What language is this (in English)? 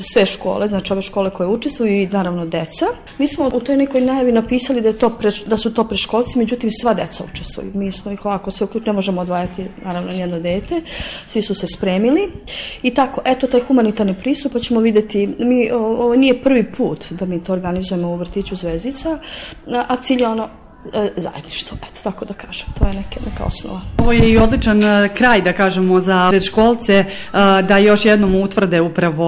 Serbian